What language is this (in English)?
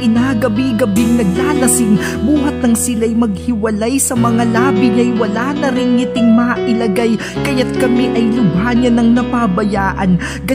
Filipino